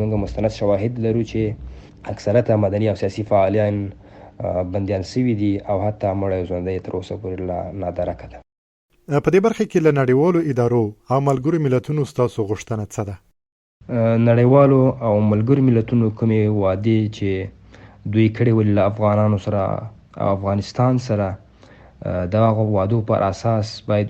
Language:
Pashto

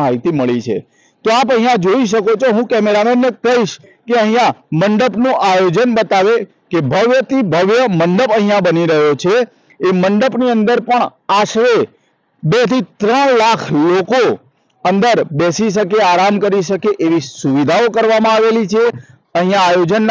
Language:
Gujarati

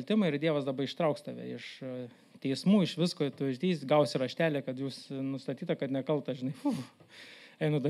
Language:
Lithuanian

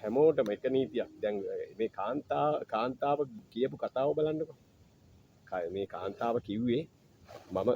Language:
Sinhala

